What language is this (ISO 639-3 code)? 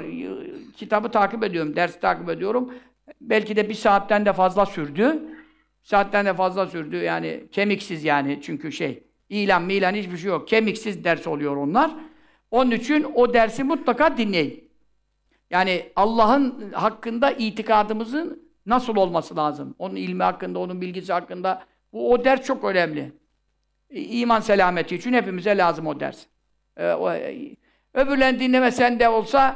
tur